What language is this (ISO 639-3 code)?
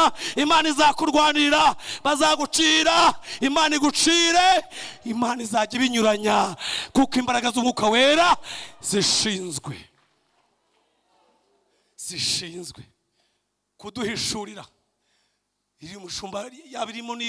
kin